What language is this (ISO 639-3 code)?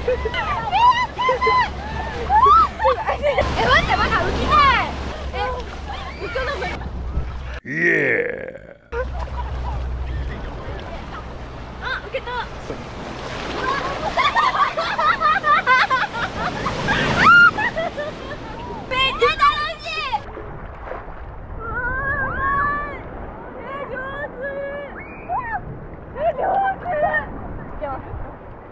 jpn